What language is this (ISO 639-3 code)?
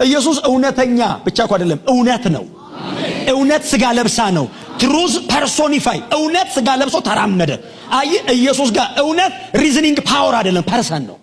amh